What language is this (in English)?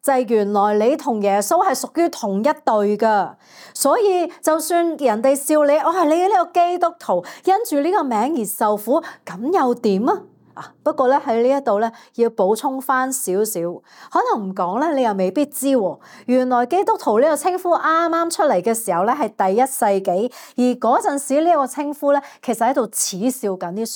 Cantonese